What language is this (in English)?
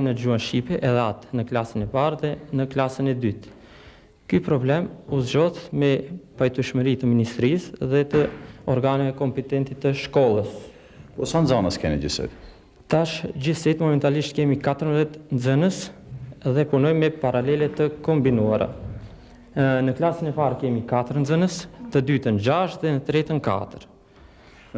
Albanian